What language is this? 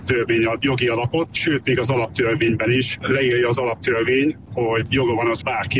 Hungarian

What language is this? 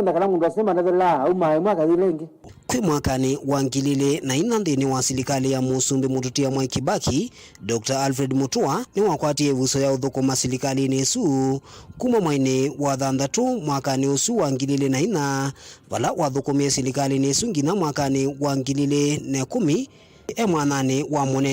Kamba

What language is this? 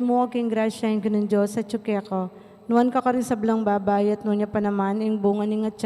Pampanga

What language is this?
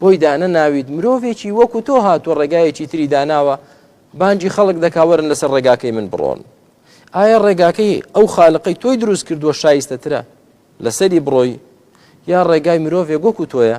Central Kurdish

